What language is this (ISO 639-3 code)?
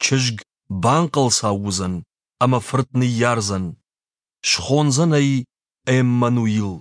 oss